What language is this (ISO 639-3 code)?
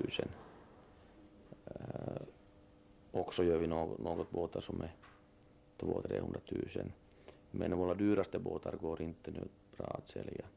swe